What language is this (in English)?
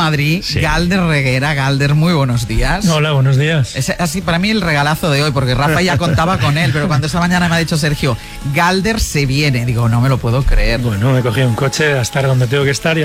Spanish